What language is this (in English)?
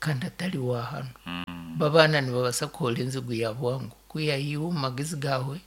Nyankole